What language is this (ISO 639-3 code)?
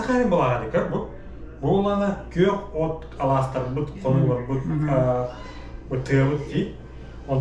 sah